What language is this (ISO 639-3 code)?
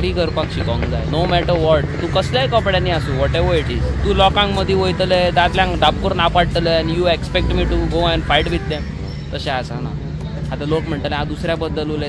kok